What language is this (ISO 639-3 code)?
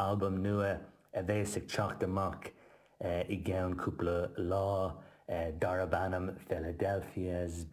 gle